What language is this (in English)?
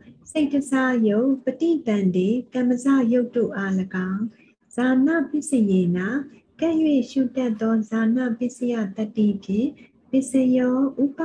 Burmese